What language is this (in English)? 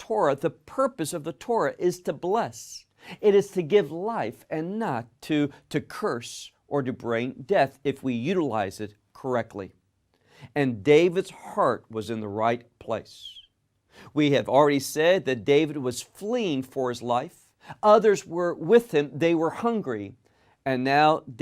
English